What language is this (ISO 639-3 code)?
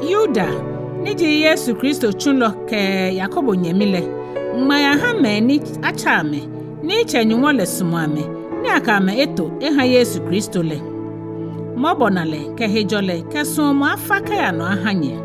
gaa